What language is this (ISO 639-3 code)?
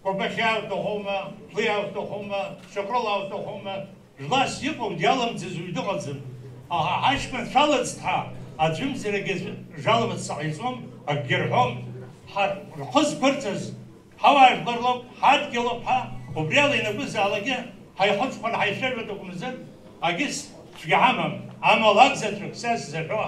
abk